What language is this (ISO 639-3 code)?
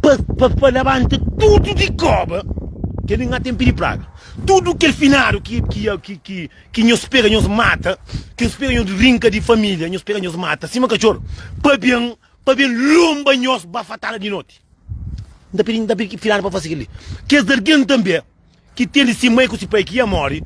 kea